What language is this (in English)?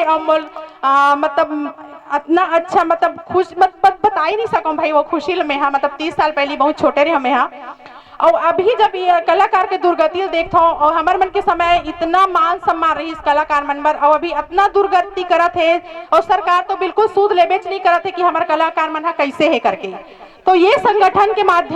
Chhattisgarhi